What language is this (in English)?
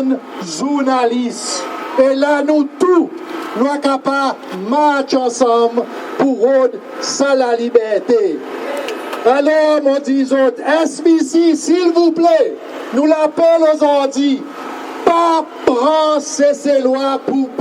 Seselwa Creole French